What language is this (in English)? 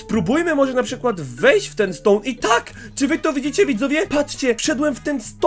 Polish